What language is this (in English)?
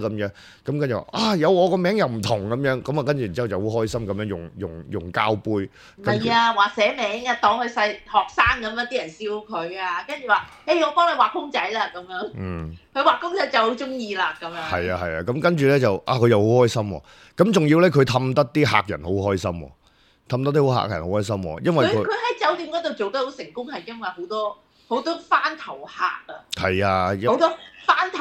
Cantonese